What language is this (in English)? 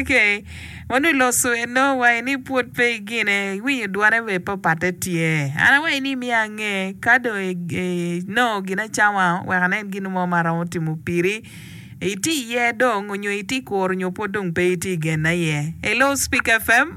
Acoli